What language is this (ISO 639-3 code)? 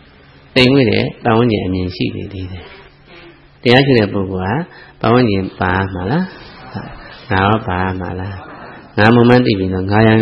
mya